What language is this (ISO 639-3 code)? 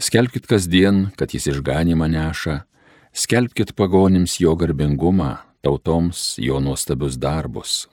lit